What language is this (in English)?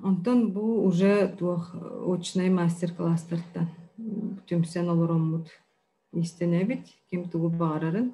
Yakut